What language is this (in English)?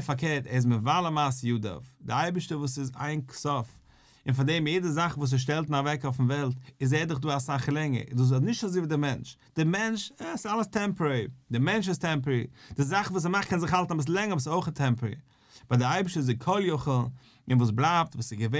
Yiddish